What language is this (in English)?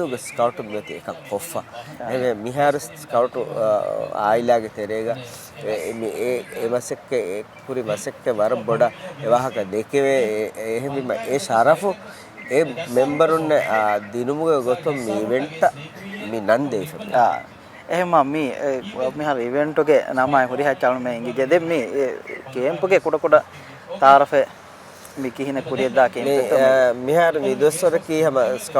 Divehi